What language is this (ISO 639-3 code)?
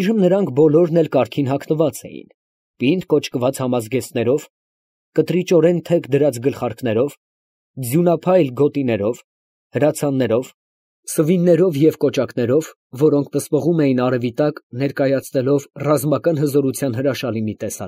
hye